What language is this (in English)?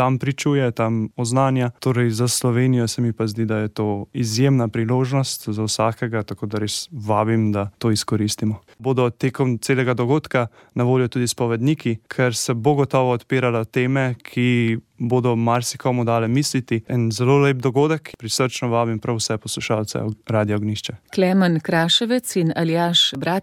Slovenian